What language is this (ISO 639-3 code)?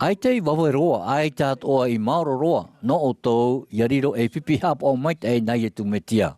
tah